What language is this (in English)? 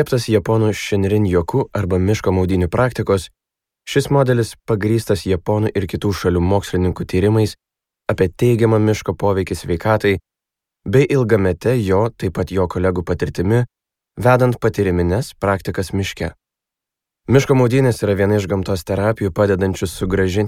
Lithuanian